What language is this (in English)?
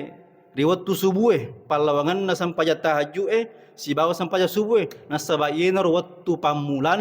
Buginese